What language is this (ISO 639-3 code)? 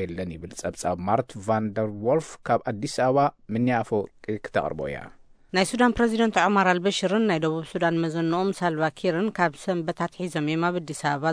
tir